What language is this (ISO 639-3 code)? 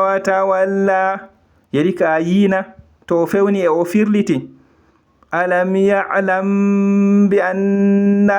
ful